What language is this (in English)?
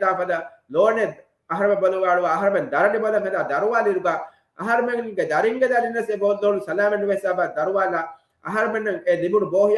Divehi